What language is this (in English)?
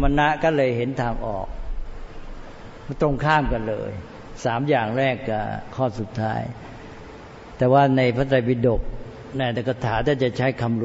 Thai